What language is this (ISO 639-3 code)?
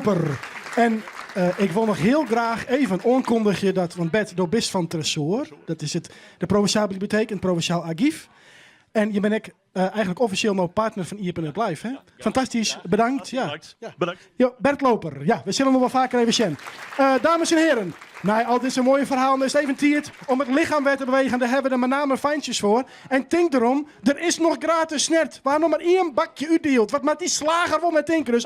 fry